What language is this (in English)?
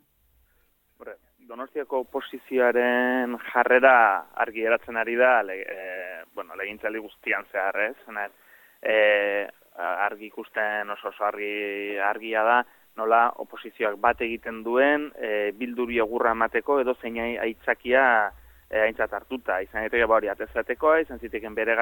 Basque